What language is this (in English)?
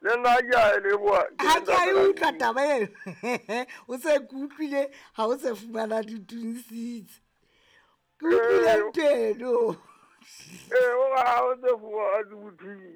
Southern Sotho